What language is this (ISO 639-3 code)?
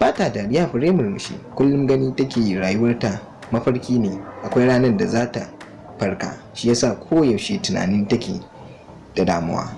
hau